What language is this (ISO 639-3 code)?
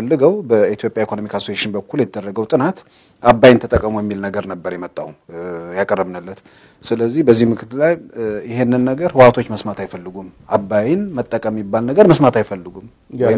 amh